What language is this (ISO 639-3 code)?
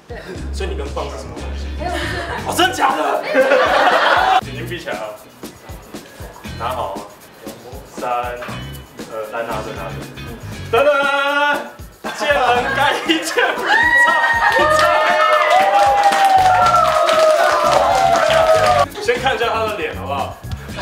zho